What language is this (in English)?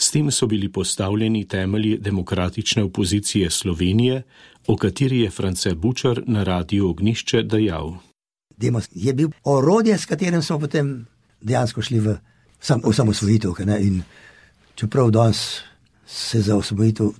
Slovenian